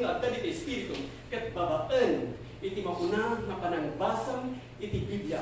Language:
Iloko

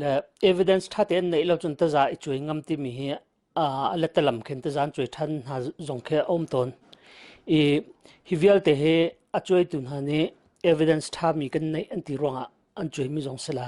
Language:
Hakha Chin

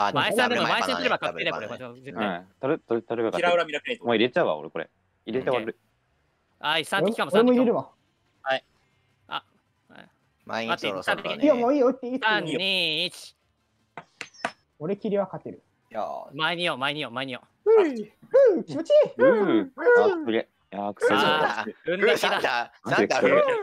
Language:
Japanese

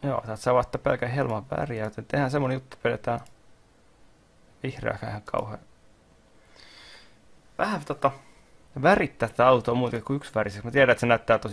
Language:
Finnish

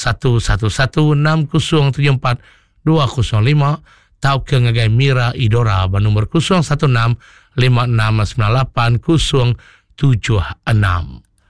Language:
Iban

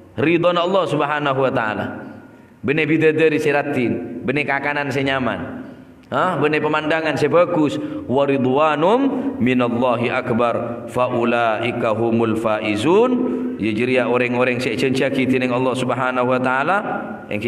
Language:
Madurese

